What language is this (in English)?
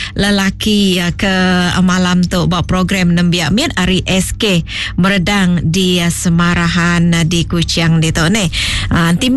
Iban